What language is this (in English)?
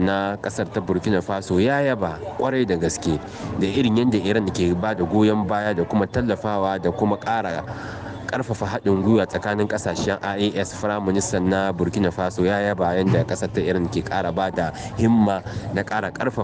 Hausa